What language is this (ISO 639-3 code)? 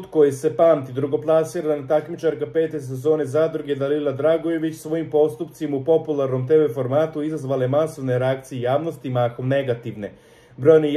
srp